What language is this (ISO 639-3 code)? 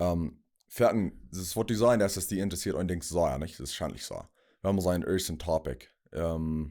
pdt